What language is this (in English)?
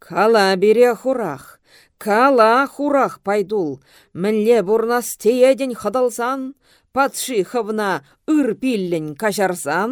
Chuvash